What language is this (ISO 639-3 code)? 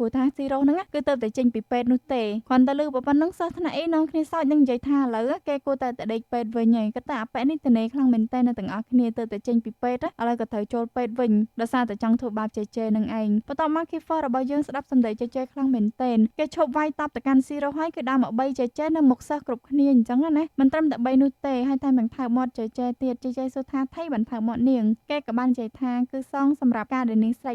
khm